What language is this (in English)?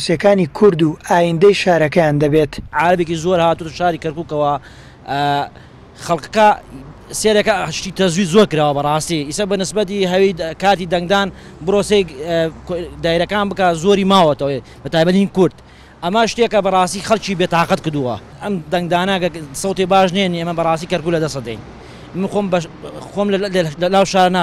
Central Kurdish